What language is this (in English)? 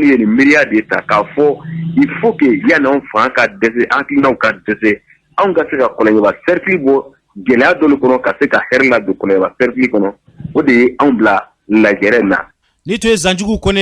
Bambara